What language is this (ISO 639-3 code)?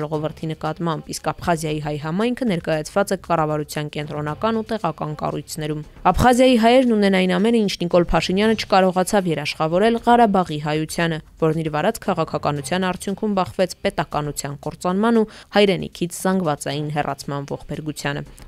hye